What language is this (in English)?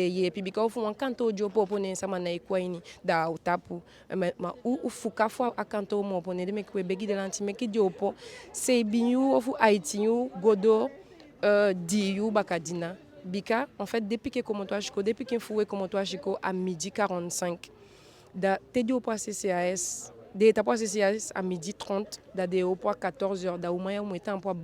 Eastern Maroon Creole